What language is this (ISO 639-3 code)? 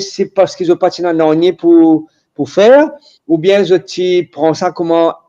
mfe